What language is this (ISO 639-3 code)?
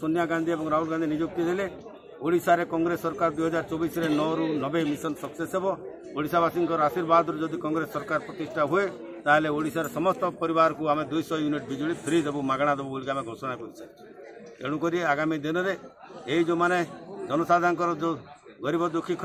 ori